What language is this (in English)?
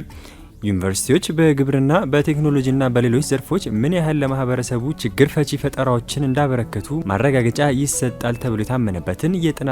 Amharic